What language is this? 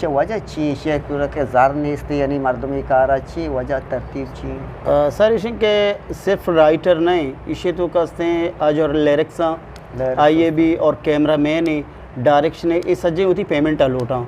Eastern Balochi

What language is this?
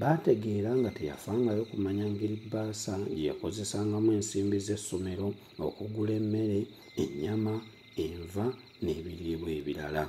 Ganda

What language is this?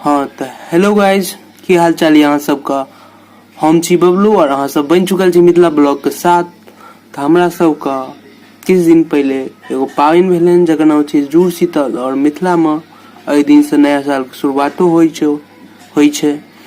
Maithili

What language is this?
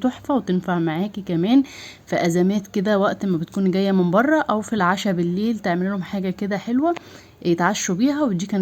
Egyptian Arabic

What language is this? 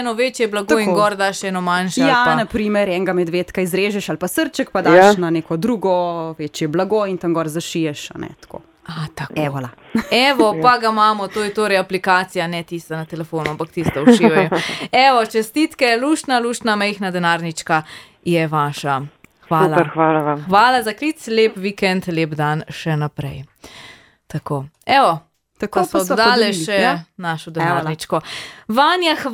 Slovenian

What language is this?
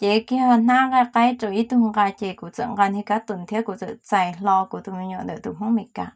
Hmong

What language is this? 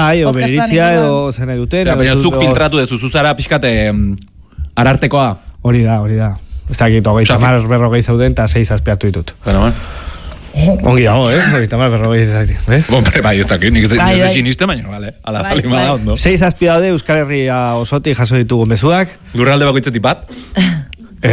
Basque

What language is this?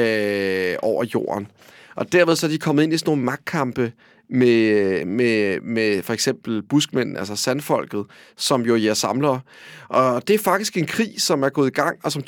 Danish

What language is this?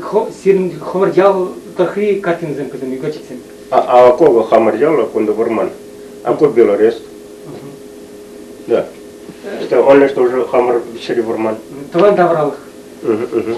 Chuvash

